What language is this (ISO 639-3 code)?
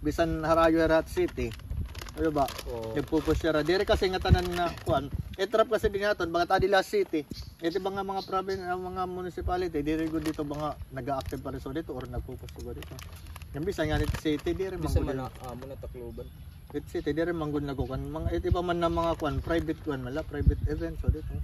war